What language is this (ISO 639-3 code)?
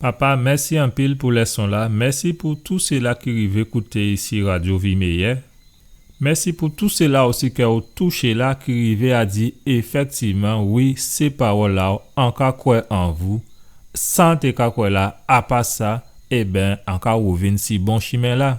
gcf